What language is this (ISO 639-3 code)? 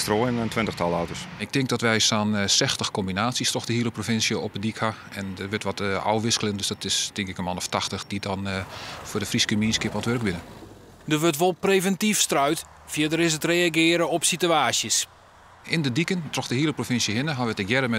fry